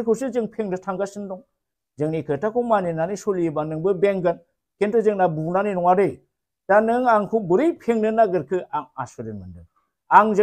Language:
Bodo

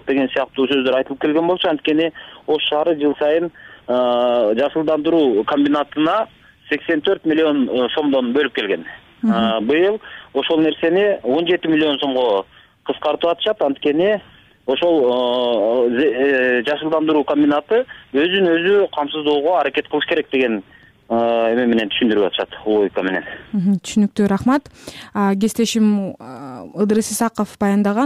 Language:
Kyrgyz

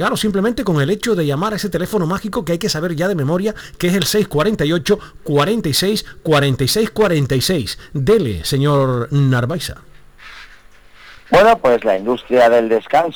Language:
Spanish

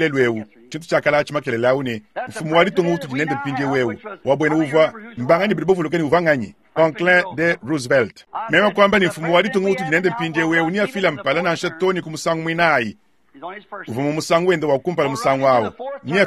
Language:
Luba-Lulua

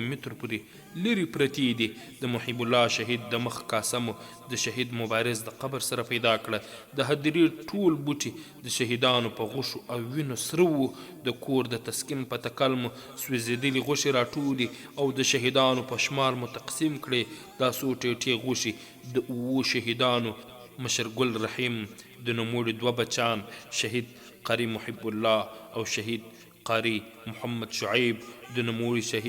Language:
Pashto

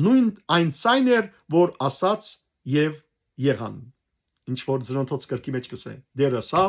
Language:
Western Armenian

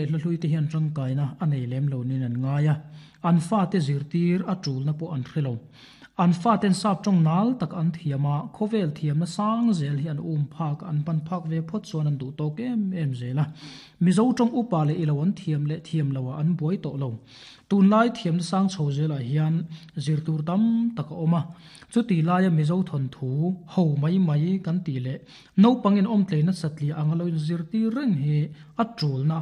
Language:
Mizo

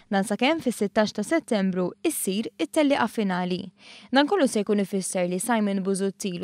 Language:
Maltese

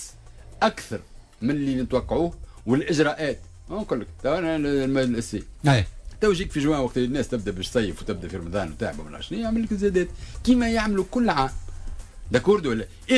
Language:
Tunisian Arabic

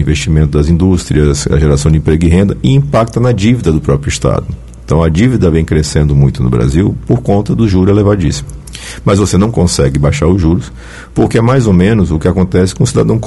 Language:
Portuguese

